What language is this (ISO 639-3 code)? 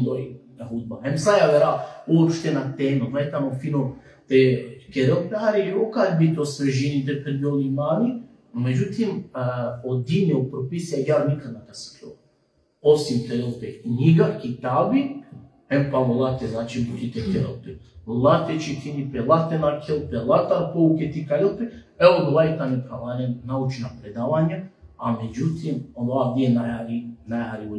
rmn